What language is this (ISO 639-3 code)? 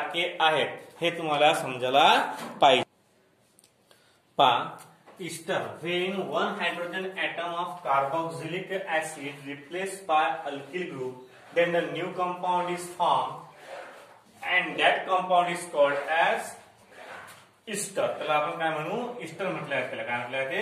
mar